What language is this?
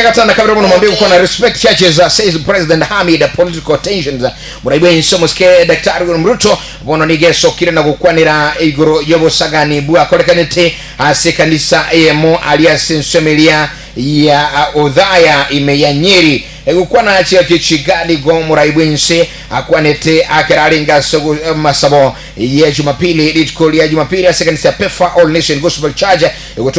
Gusii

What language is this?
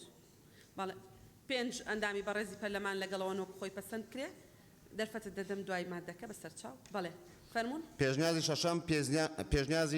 Central Kurdish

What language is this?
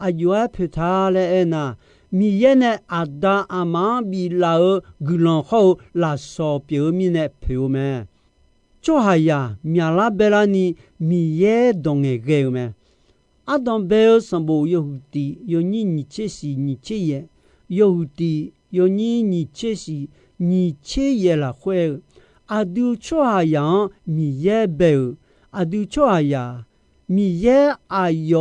Akha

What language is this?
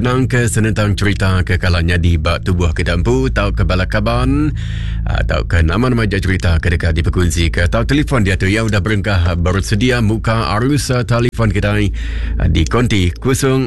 Iban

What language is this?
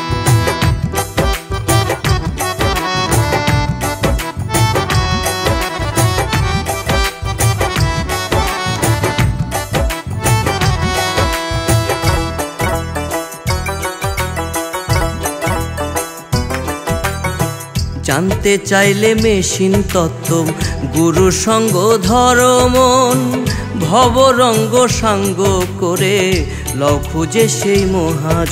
Bangla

